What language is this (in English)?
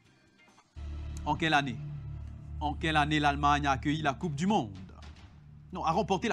French